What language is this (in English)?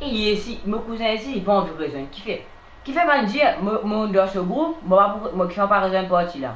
Morisyen